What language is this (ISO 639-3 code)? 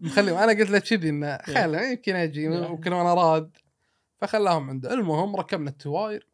afb